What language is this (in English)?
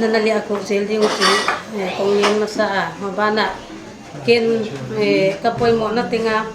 Paite Chin